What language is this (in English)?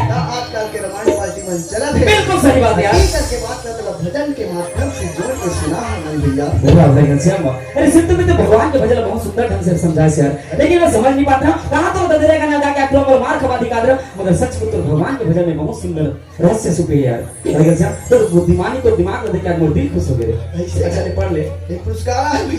Chhattisgarhi